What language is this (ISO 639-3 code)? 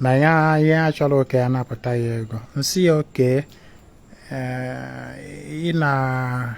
ibo